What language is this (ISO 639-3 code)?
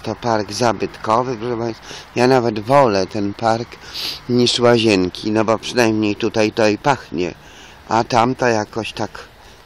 pol